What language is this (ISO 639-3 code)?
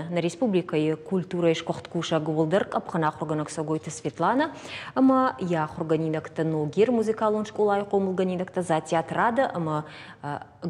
oss